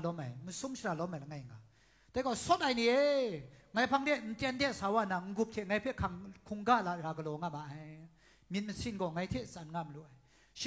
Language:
Kachin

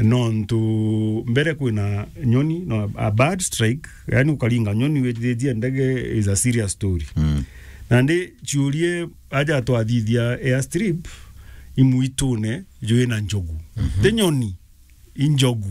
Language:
Meru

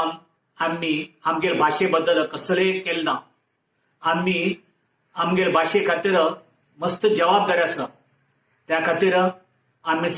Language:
Konkani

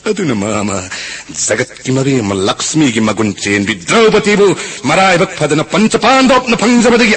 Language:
Manipuri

